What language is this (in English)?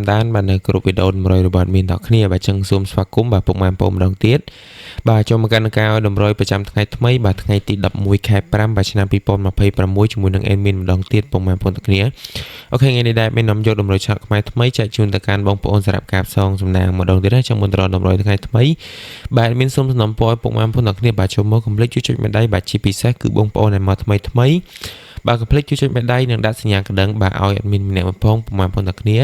Khmer